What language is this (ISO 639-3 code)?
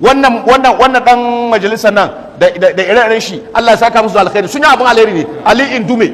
hau